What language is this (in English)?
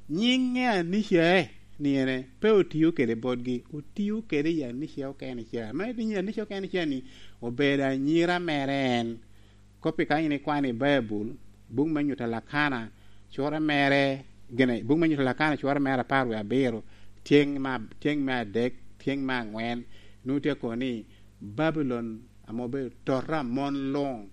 Lango (Uganda)